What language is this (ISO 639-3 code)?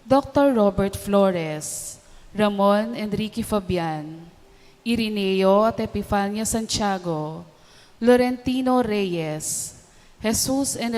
pam